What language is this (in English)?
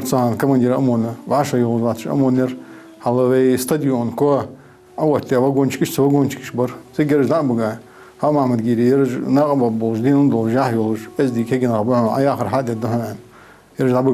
Ingush